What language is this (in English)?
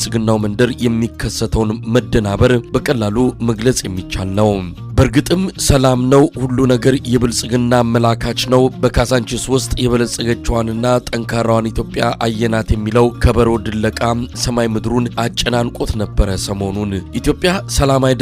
Amharic